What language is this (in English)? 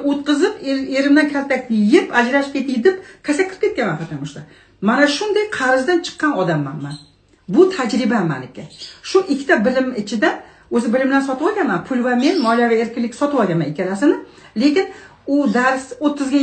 Uzbek